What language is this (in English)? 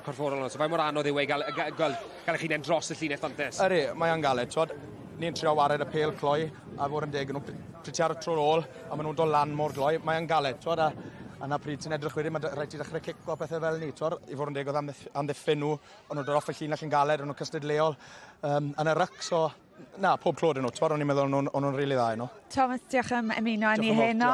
Welsh